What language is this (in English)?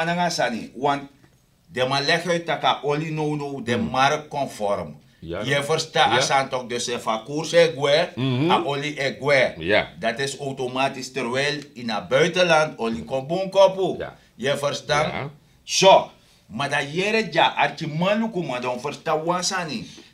Sranan Tongo